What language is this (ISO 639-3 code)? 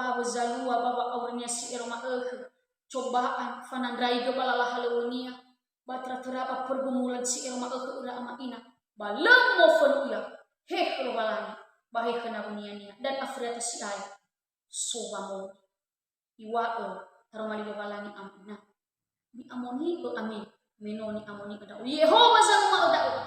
nia